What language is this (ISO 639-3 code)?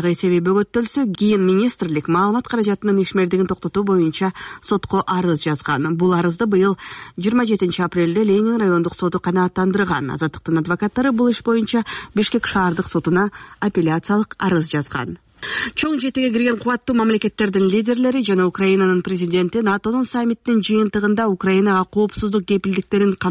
kir